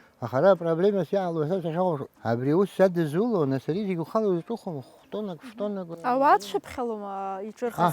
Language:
Abkhazian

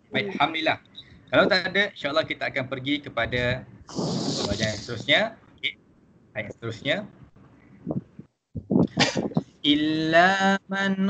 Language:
Malay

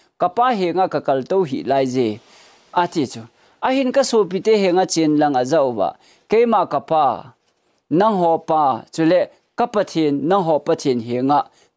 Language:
Thado Chin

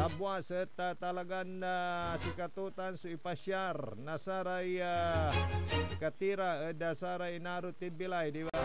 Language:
Pangasinan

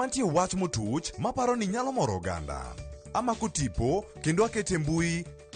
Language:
Luo (Kenya and Tanzania)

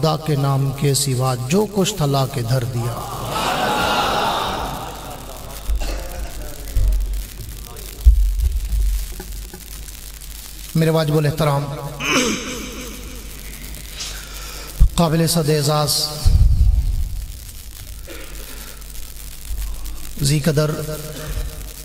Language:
Urdu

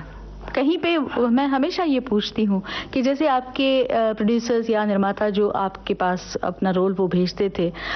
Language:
Hindi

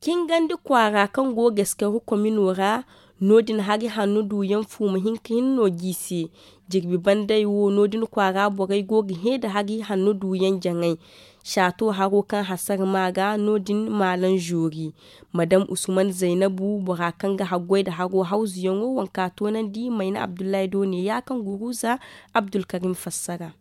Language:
Zarma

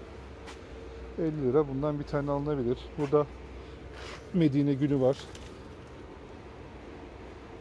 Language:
Turkish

